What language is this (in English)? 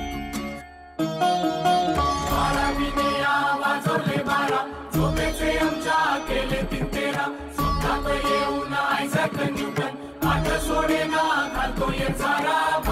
Marathi